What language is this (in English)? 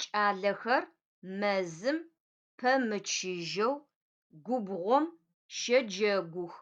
Adyghe